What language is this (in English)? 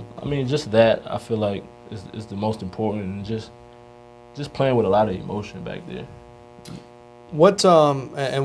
English